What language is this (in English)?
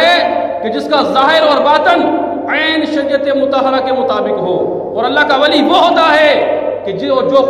Urdu